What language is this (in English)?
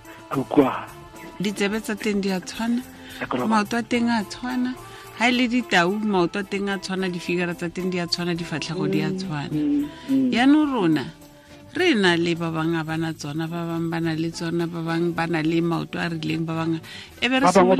Tswana